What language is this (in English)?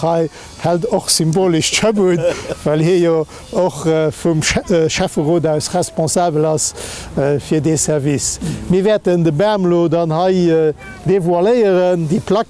Luxembourgish